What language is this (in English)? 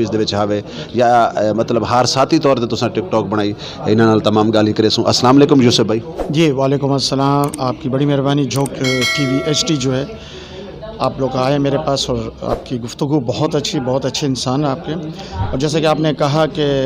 Saraiki